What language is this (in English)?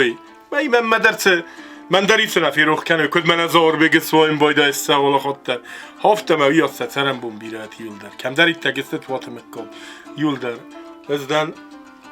Ossetic